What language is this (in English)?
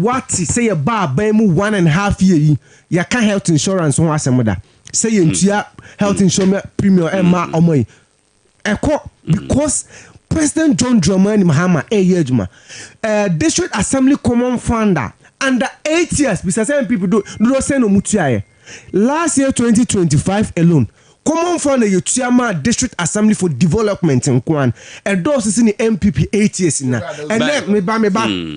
Akan